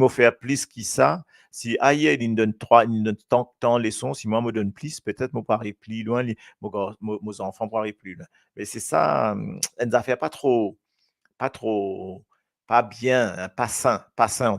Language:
Morisyen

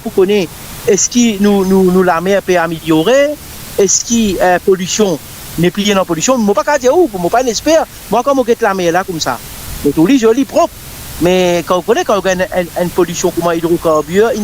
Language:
Morisyen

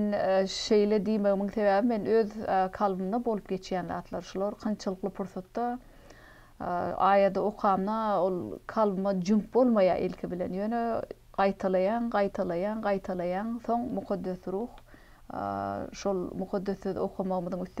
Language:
Turkmen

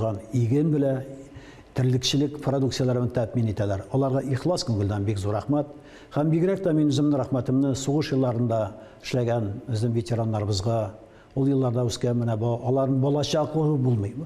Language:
Tatar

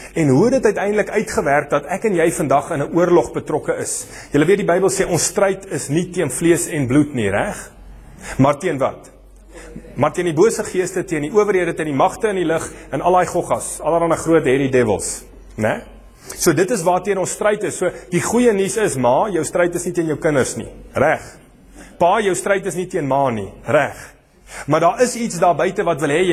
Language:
Afrikaans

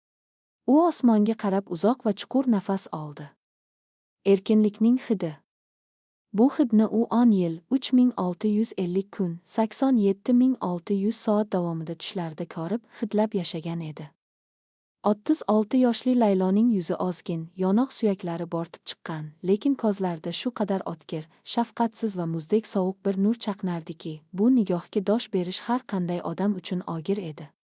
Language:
Uzbek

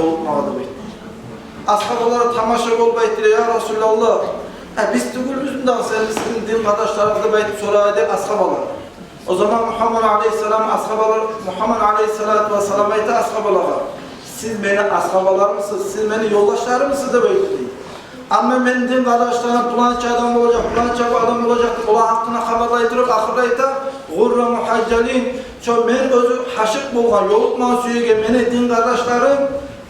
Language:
Kumyk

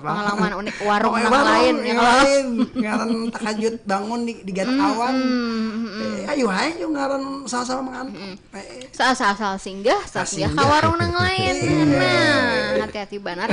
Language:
Banjar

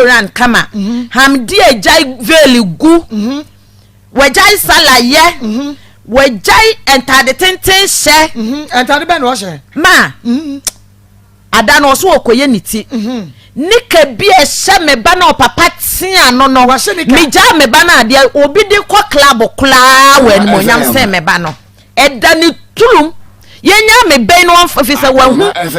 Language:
Akan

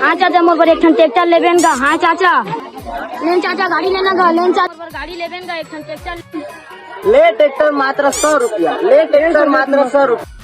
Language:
Chhattisgarhi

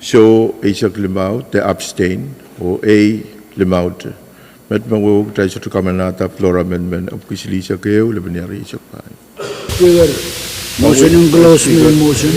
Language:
Pohnpeian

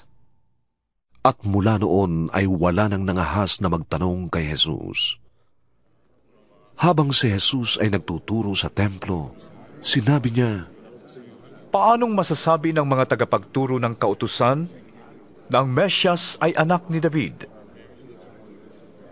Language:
Filipino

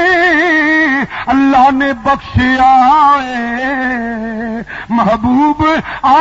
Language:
Western Panjabi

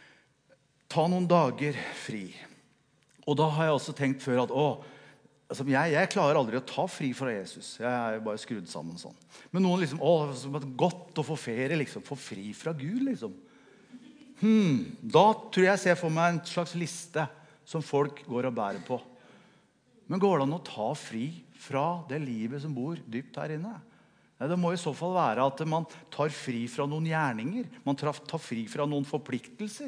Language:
Norwegian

